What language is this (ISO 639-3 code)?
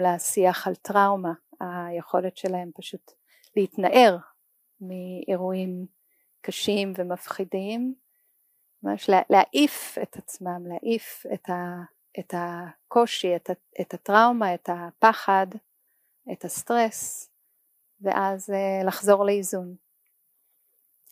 heb